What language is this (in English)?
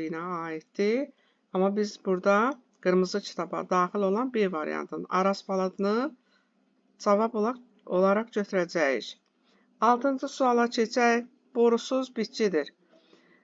Azerbaijani